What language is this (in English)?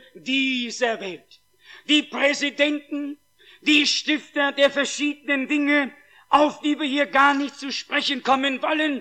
German